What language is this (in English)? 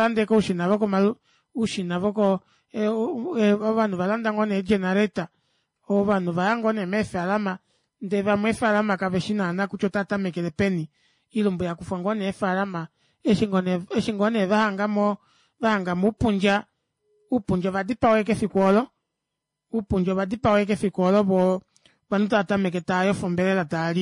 Kuanyama